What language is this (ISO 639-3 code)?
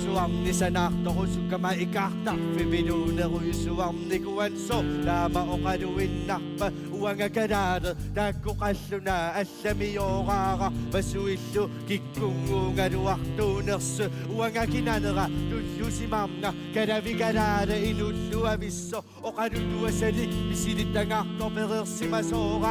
kal